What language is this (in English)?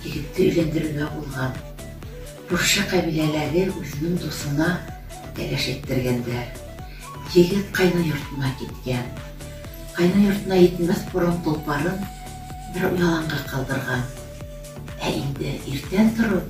Bashkir